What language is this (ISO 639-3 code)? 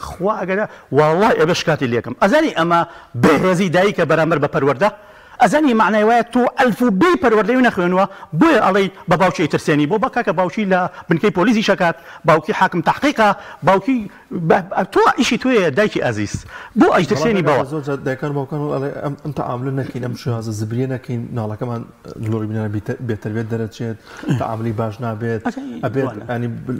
ckb